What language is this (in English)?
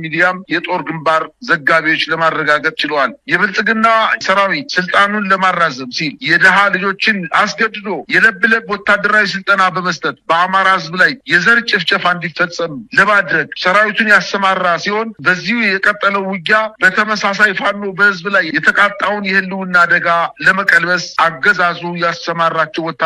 Amharic